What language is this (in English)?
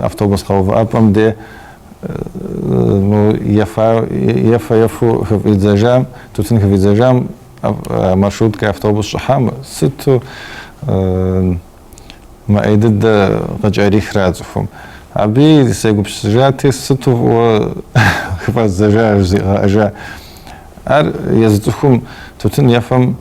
Kabardian